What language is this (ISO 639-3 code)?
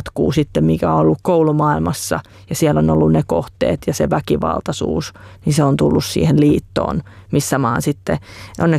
fin